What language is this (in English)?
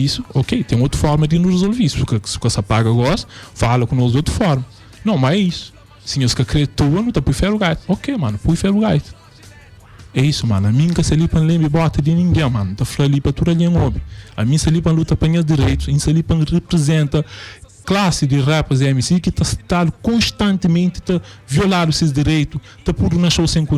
Kabuverdianu